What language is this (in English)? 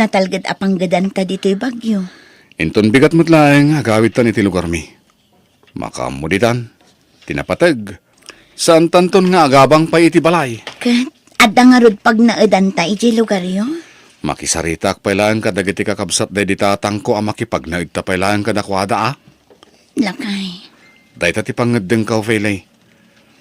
Iloko